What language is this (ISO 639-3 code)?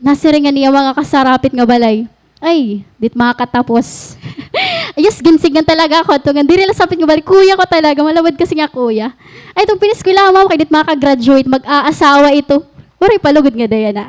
war